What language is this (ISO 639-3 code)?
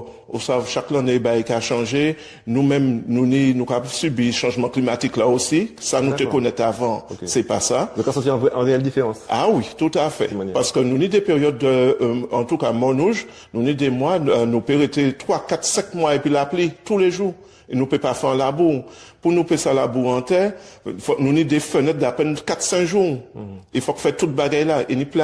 gcf